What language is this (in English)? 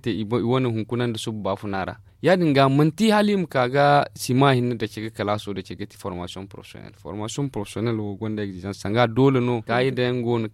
Zarma